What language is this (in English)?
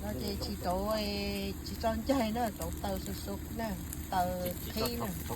Hmong